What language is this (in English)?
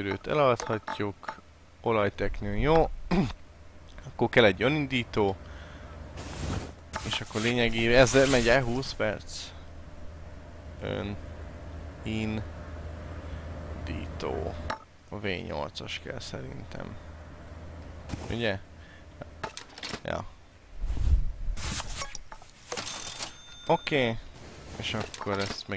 Hungarian